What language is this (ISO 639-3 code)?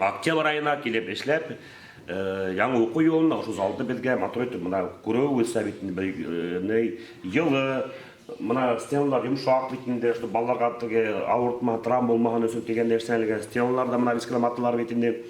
bak